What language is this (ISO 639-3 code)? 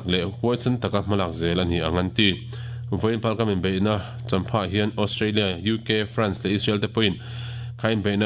lus